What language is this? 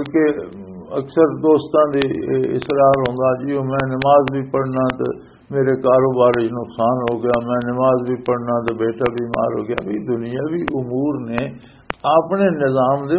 Western Panjabi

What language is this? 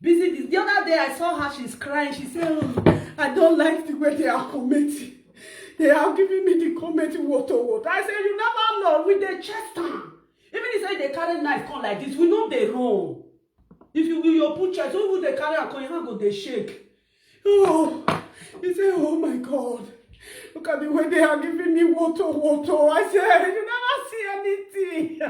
Nigerian Pidgin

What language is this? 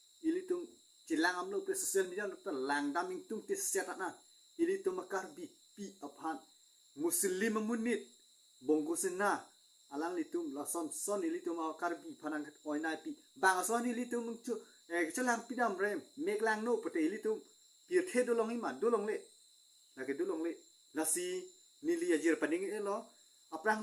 Karbi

